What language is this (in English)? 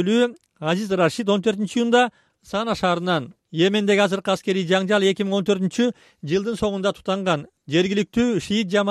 Kyrgyz